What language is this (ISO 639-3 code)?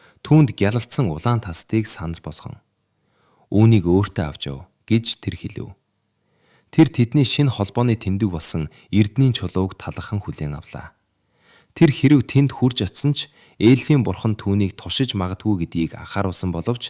mon